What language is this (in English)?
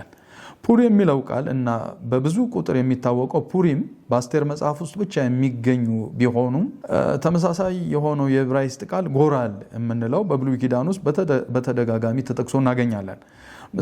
Amharic